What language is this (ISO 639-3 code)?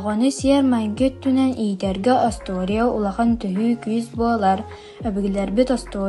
sah